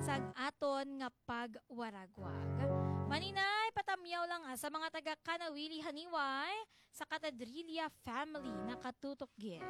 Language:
Hiligaynon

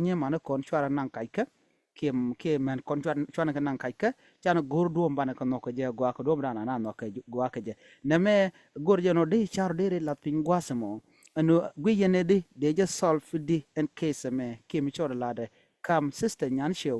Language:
Nuer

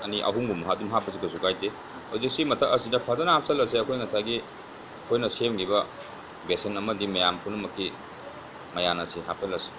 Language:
Manipuri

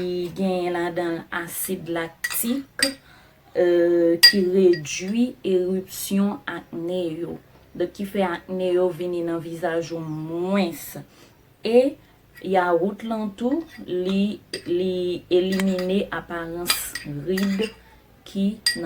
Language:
Haitian Creole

